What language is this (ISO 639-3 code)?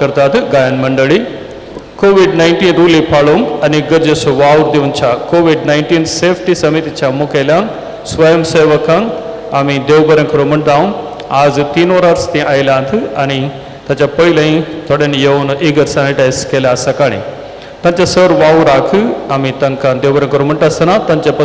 kok